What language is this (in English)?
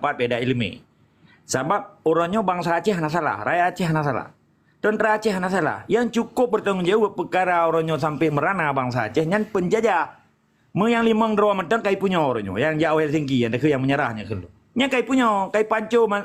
Achinese